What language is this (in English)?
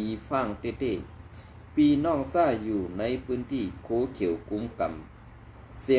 Shan